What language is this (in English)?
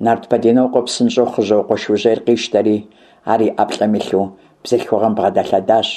Kabardian